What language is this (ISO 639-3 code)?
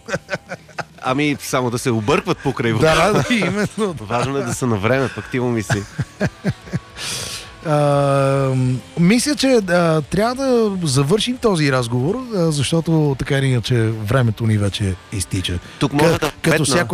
bul